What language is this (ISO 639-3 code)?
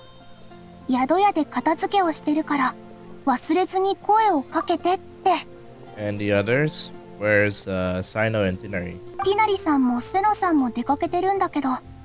jpn